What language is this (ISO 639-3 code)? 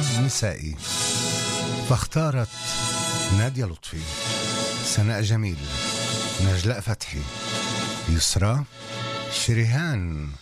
ara